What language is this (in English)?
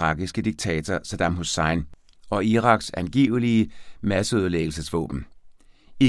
Danish